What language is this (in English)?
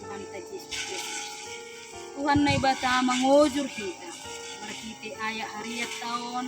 Batak Simalungun